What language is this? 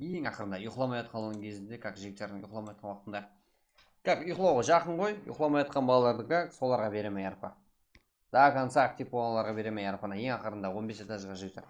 Kara-Kalpak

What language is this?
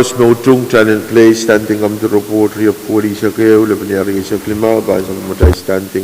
Pohnpeian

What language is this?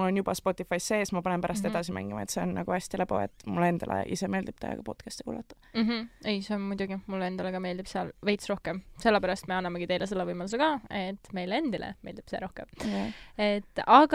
Estonian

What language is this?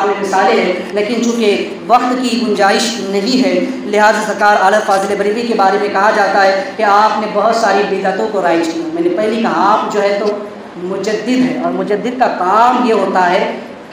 Urdu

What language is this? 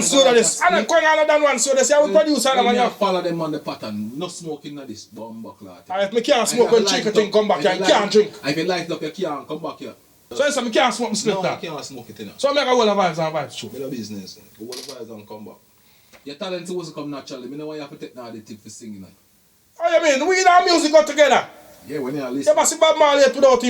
Jamaican Creole English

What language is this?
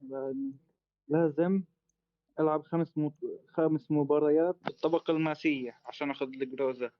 North Levantine Arabic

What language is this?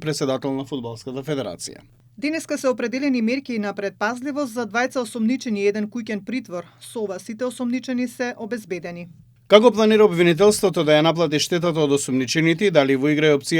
Macedonian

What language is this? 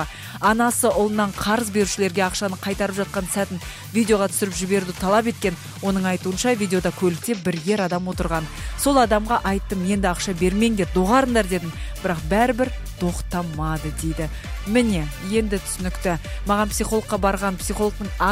Kazakh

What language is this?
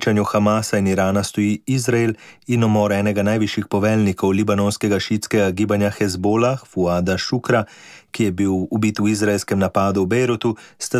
Slovenian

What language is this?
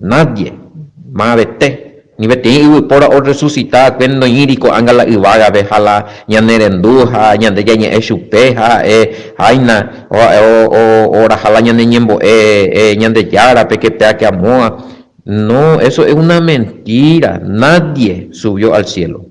Guarani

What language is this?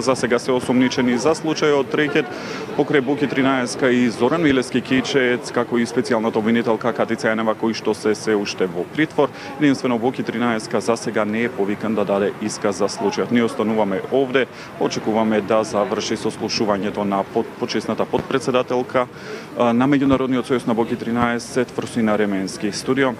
Macedonian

